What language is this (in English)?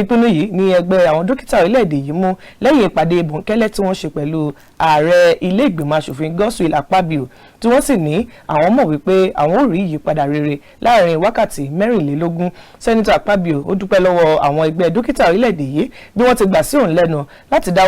Yoruba